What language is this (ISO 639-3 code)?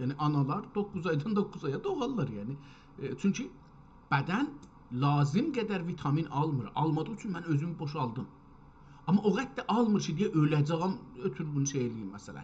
azb